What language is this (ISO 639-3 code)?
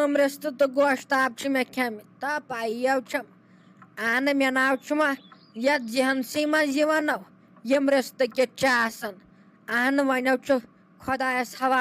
kas